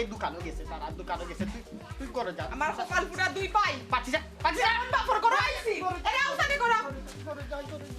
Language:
Sylheti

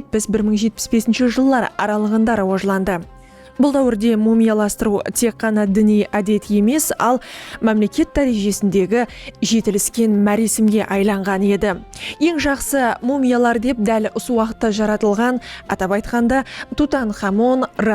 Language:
Kara-Kalpak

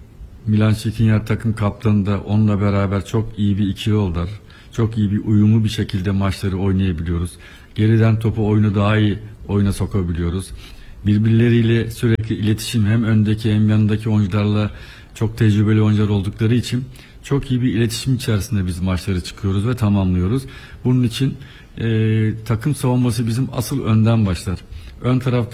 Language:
Turkish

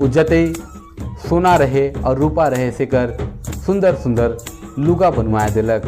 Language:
Sadri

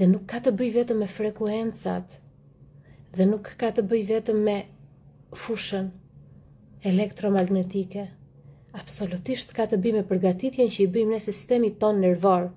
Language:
Albanian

